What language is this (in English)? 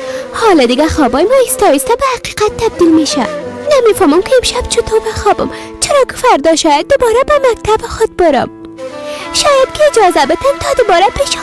Persian